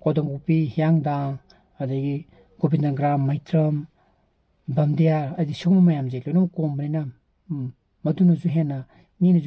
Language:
Manipuri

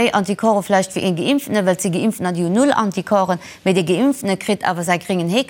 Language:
Luxembourgish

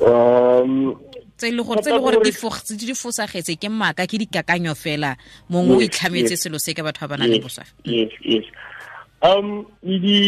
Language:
Tswana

